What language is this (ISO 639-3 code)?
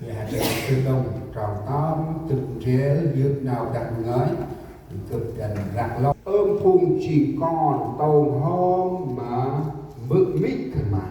cmo